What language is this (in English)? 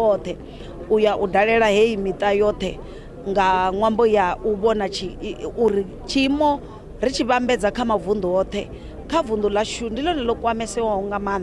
Venda